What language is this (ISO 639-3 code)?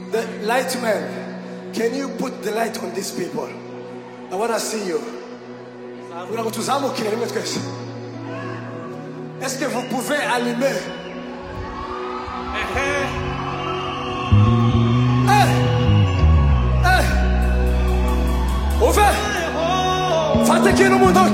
kin